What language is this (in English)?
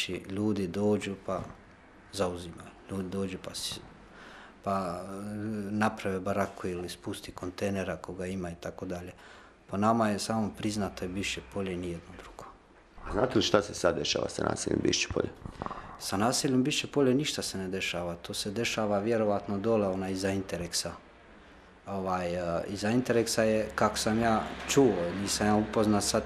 Bosnian